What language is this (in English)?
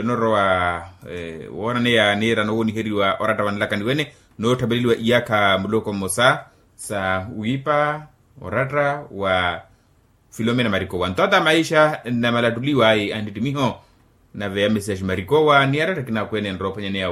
Makhuwa